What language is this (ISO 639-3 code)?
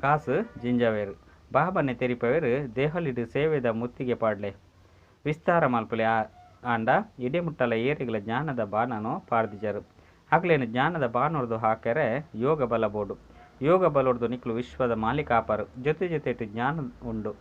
tcy